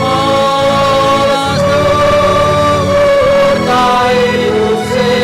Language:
Batak Simalungun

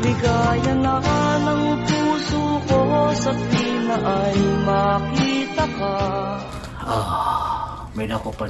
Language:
Waray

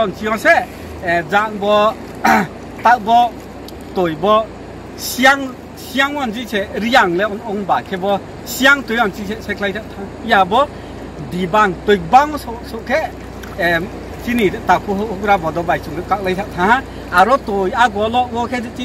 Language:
Riang (India)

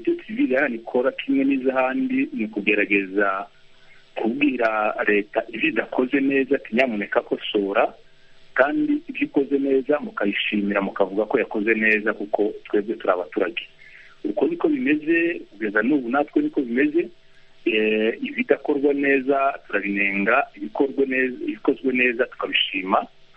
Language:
Kinyarwanda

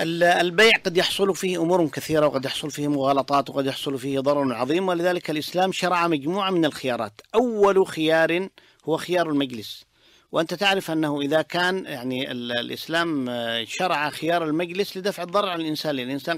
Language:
Najdi Arabic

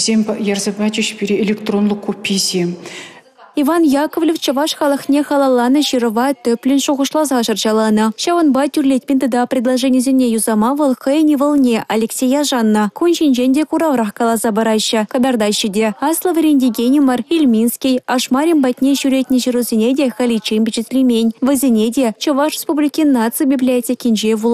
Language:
Chuvash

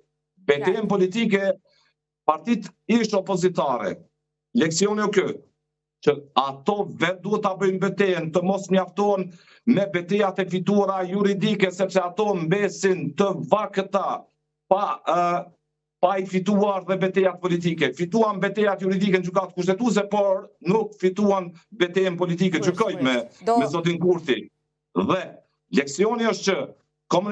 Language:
Albanian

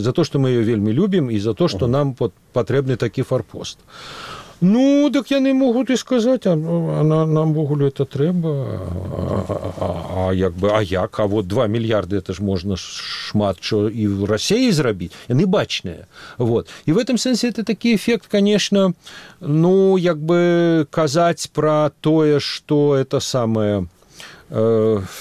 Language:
Belarusian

